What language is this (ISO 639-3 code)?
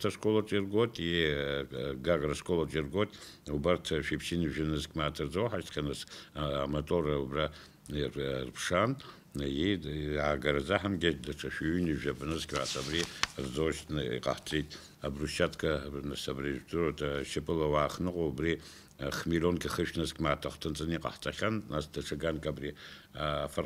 abk